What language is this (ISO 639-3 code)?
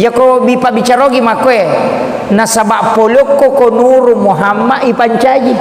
bug